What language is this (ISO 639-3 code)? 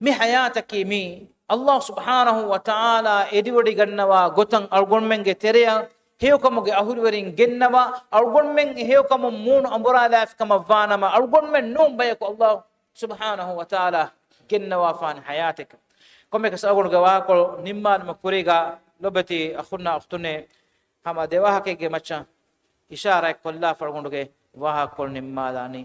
div